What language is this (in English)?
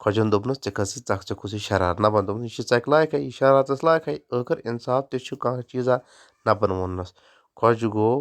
Kashmiri